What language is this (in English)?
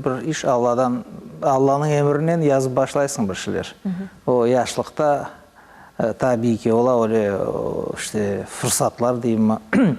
Crimean Tatar